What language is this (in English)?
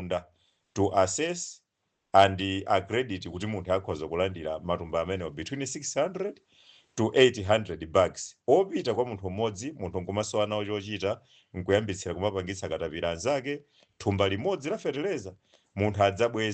Nyanja